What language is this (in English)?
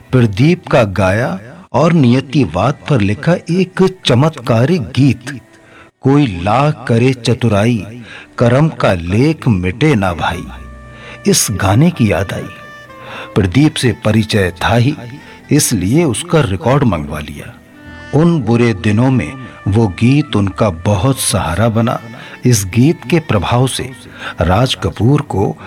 Hindi